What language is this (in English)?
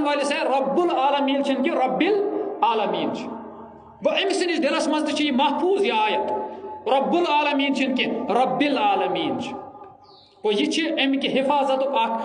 Kashmiri